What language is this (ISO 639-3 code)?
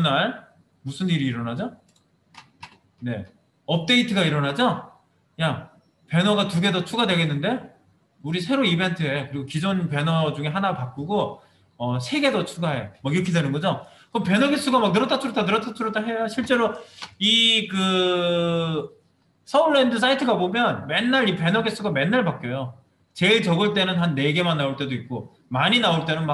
kor